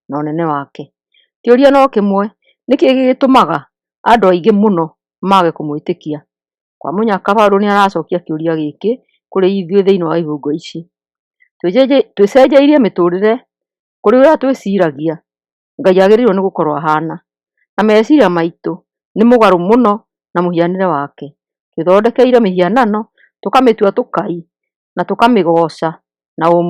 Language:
Kikuyu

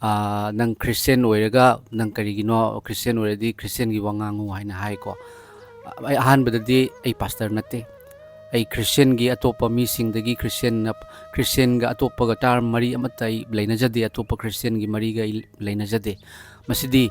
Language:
Manipuri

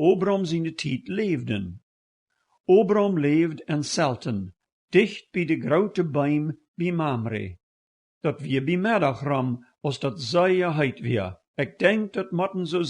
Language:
Plautdietsch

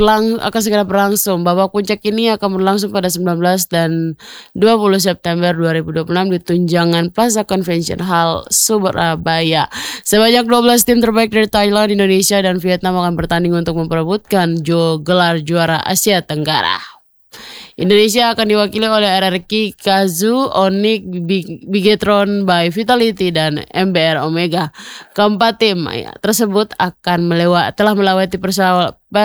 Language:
Indonesian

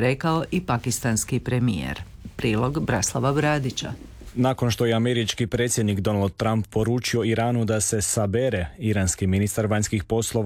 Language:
Croatian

